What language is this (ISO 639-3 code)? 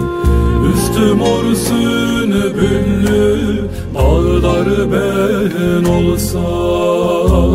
tur